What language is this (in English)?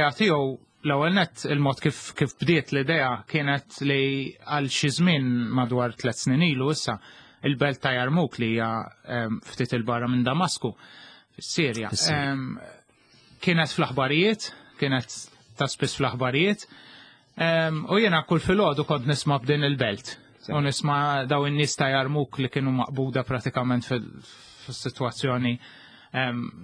Maltese